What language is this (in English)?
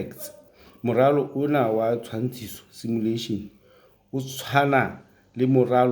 Southern Sotho